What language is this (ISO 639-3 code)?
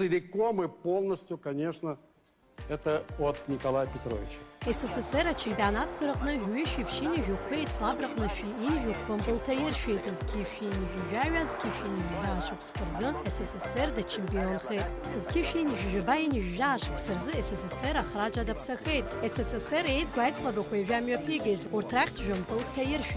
abk